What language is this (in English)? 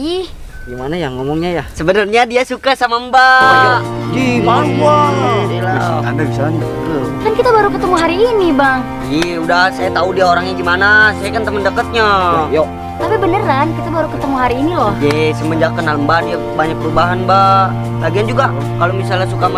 Betawi